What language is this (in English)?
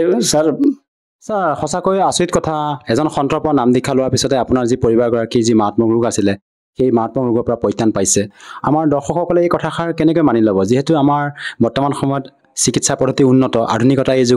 Assamese